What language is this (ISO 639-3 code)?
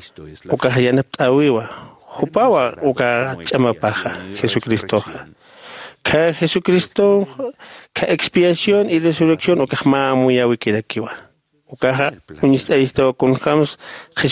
aym